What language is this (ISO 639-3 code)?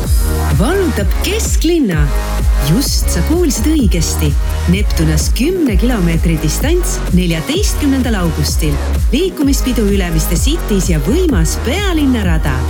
est